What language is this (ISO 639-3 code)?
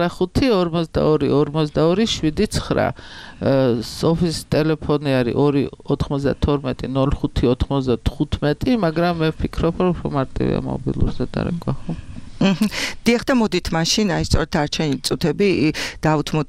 kat